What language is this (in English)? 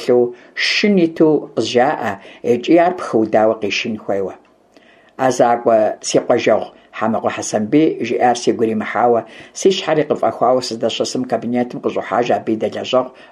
Kabardian